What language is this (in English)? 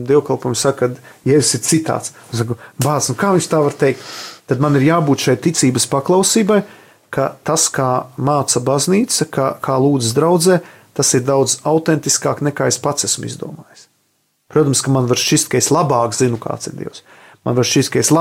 Latvian